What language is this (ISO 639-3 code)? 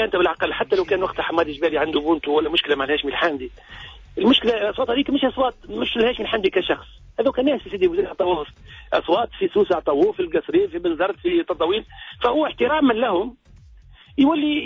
aeb